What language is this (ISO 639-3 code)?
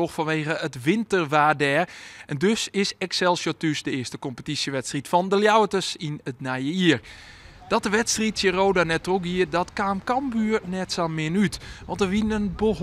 fry